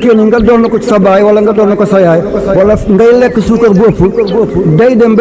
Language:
Wolof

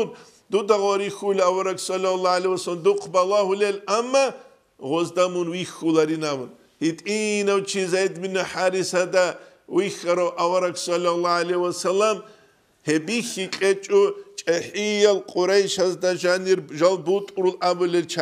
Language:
Avaric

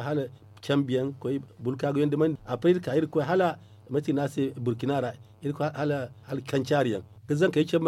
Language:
Zarma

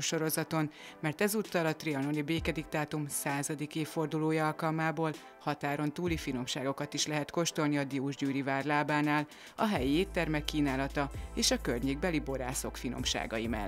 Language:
Hungarian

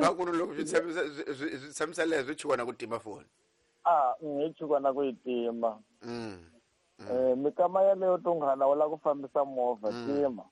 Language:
Tsonga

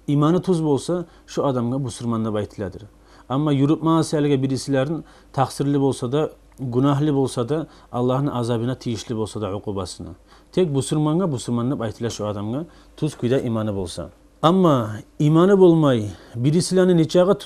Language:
Kumyk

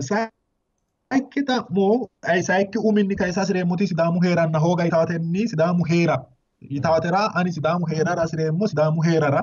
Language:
Sidamo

